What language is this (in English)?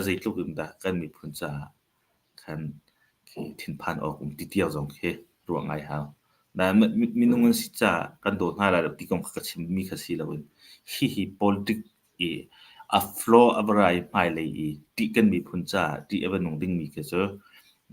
Hakha Chin